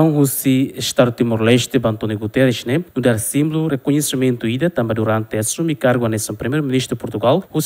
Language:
Tetum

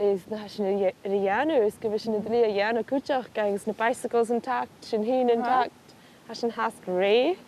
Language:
Scottish Gaelic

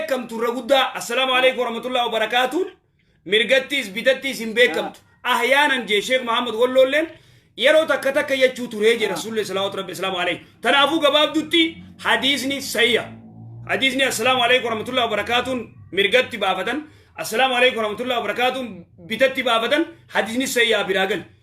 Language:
Oromo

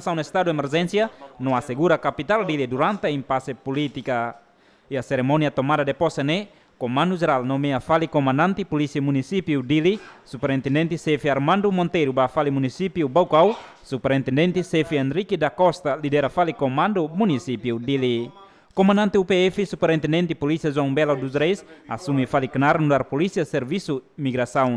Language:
Tetum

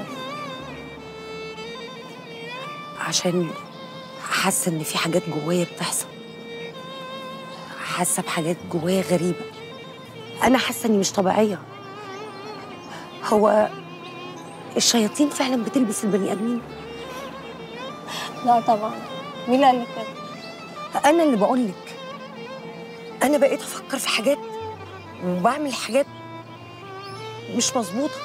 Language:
Egyptian Arabic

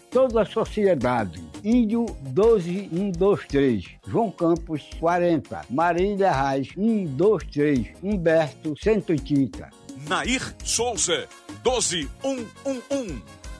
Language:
Portuguese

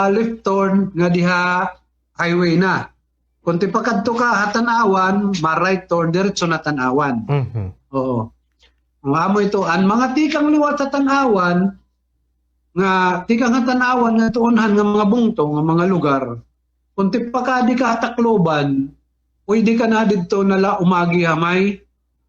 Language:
Waray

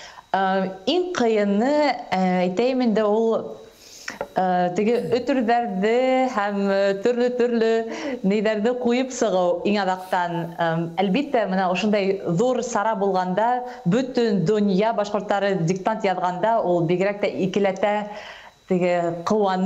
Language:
Bashkir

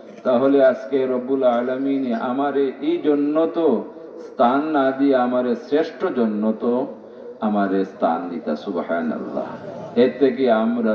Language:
Sylheti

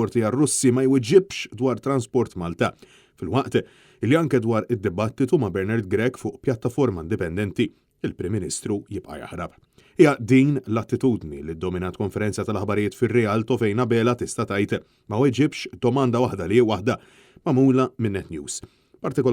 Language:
Maltese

